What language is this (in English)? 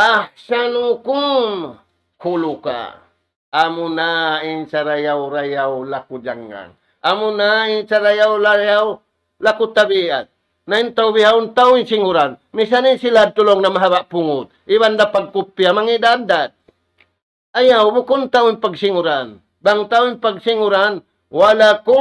Tausug